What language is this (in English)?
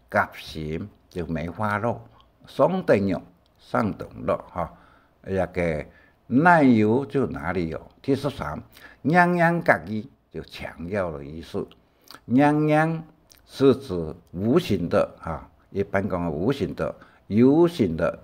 Hakka Chinese